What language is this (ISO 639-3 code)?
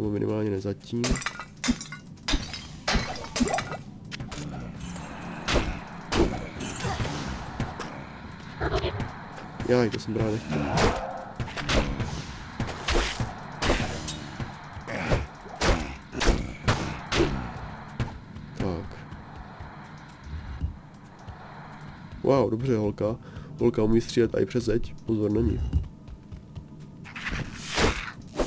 ces